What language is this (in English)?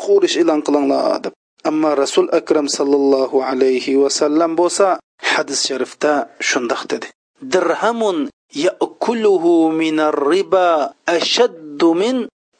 Uyghur